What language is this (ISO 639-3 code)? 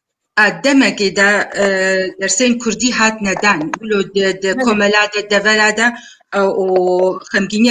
kur